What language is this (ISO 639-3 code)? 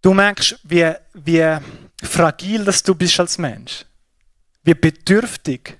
gsw